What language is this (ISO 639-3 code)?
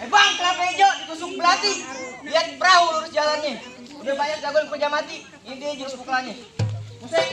bew